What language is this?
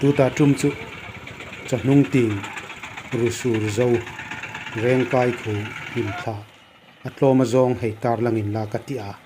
Hmar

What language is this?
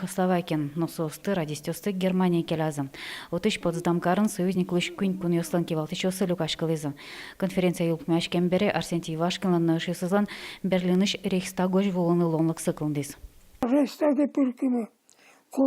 Udmurt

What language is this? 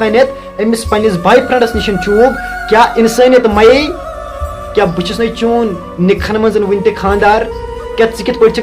Kashmiri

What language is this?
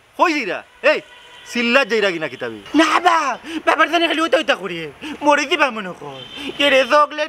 Sylheti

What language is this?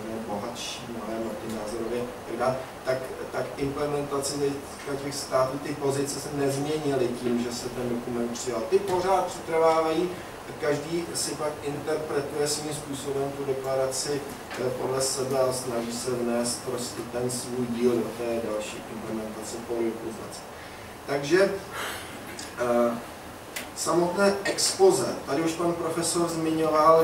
Czech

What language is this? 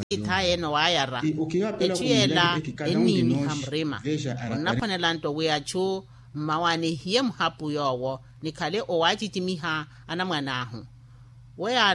Makhuwa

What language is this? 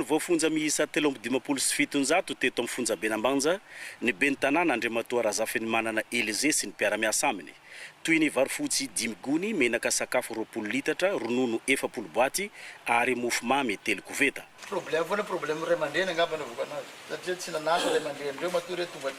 Malagasy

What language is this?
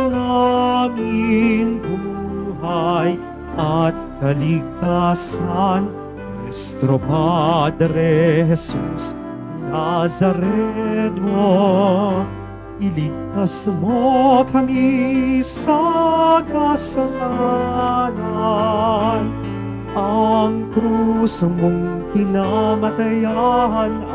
Filipino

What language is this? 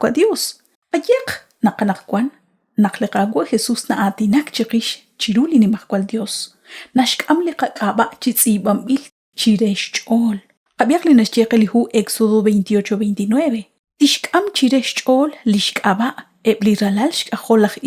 Kekchí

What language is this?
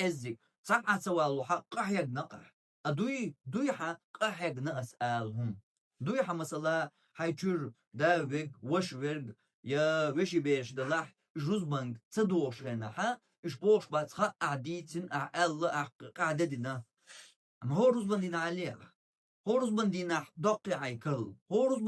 Chechen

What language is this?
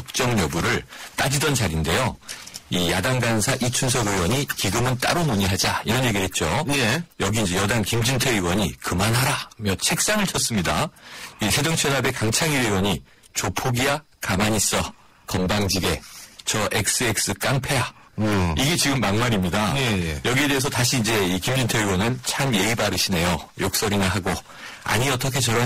Korean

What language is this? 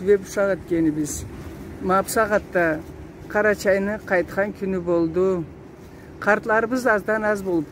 Karachay-Balkar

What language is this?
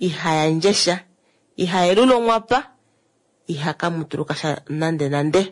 Kuanyama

